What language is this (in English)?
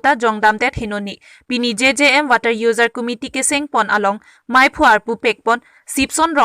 Karbi